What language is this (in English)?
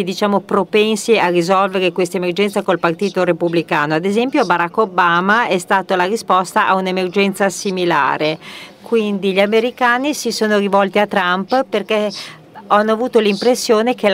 Italian